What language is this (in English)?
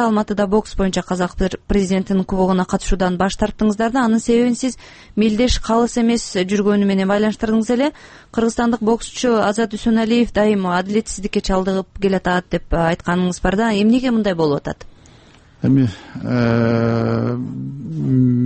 Kyrgyz